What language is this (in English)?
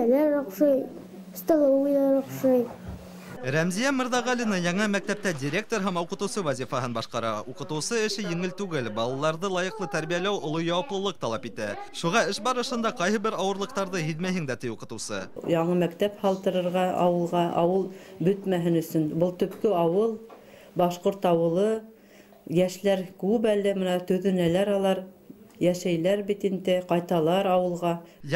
Bashkir